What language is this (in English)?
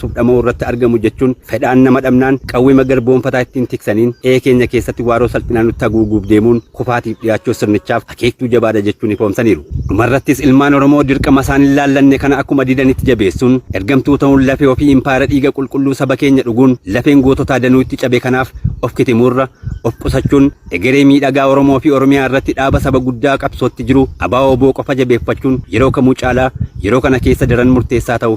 Oromo